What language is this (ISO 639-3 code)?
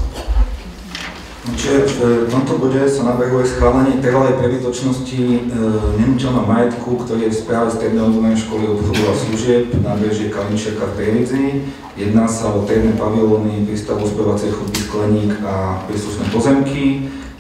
slk